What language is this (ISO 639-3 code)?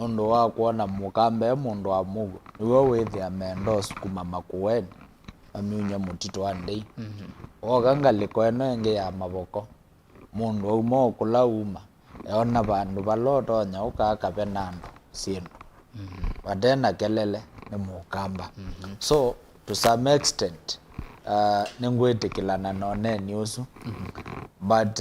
kam